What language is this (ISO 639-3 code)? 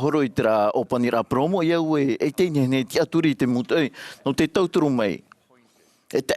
tah